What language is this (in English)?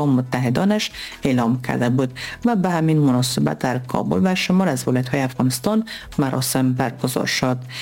Persian